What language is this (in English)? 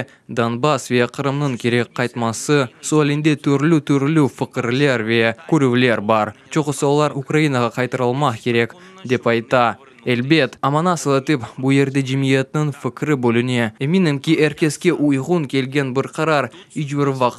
Crimean Tatar